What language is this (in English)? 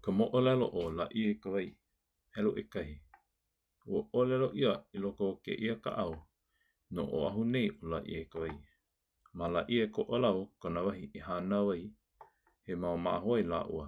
Hawaiian